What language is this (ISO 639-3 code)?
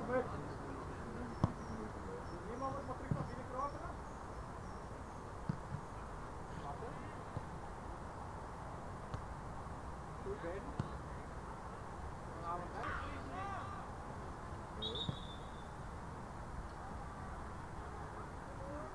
nld